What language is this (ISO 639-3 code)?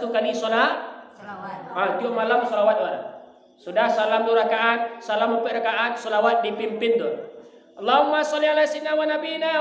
min